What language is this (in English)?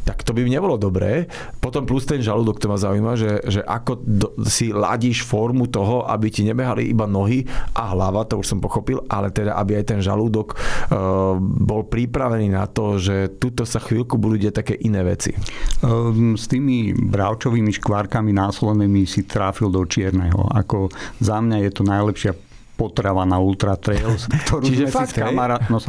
Slovak